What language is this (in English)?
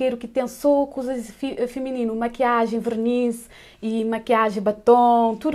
Kabuverdianu